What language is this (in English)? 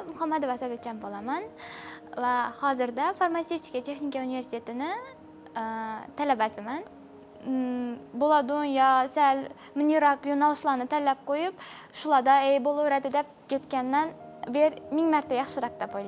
Uzbek